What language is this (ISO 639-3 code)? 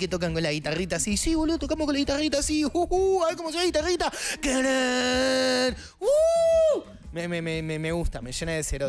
spa